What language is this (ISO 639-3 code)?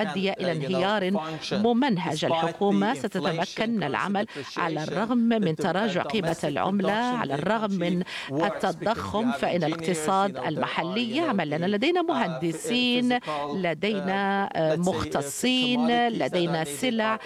ara